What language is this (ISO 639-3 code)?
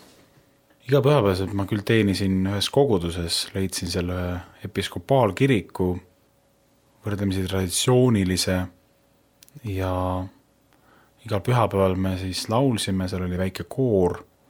est